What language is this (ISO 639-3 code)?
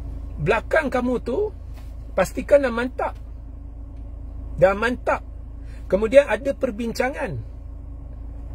msa